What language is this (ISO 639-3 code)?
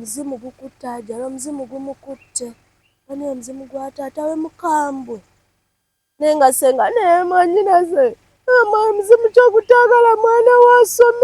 lug